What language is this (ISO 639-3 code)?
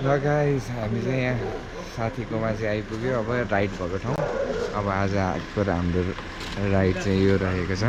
nep